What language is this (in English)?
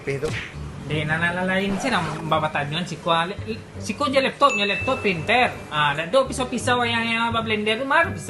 Minangkabau